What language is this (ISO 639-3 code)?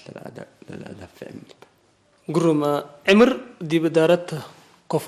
tig